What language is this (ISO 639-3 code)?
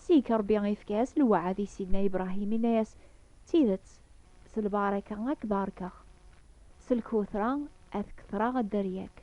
kab